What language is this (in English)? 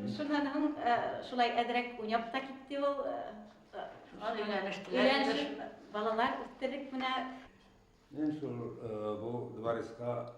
Bashkir